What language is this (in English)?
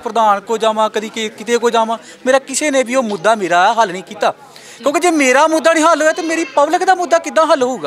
Punjabi